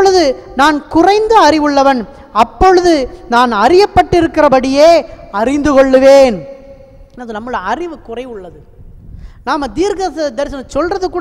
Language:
Tamil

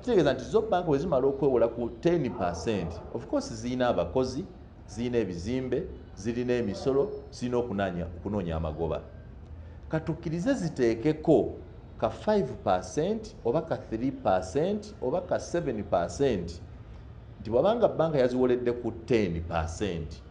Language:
Ganda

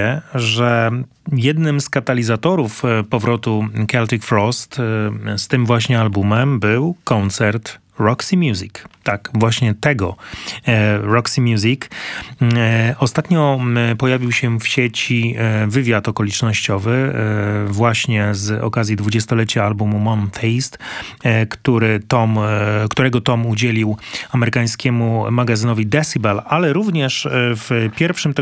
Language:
Polish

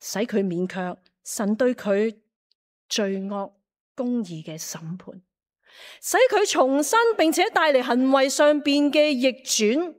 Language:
Cantonese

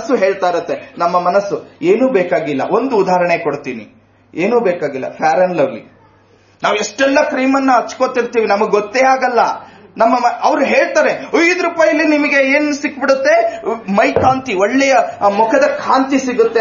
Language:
Kannada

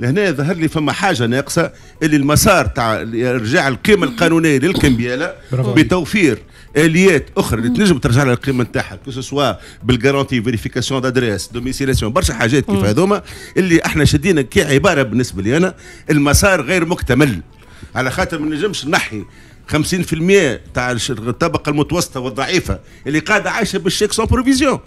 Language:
Tunisian Arabic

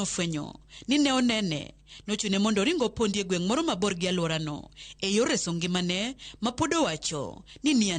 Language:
Luo (Kenya and Tanzania)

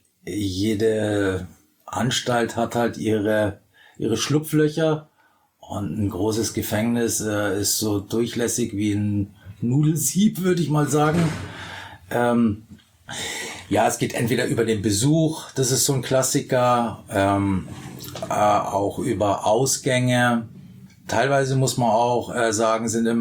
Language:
German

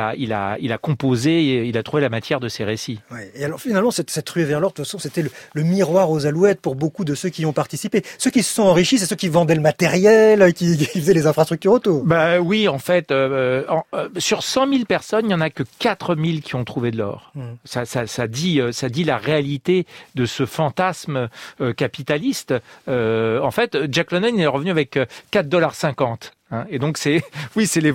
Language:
French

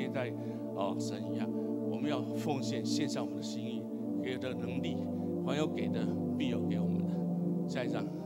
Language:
Chinese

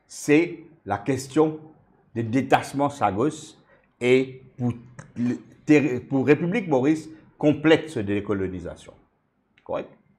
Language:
Morisyen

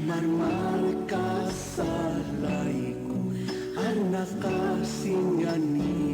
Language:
Aymara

